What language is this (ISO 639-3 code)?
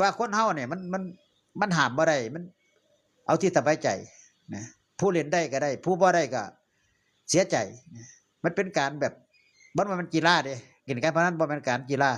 tts